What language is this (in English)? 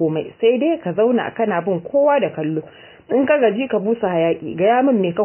Hausa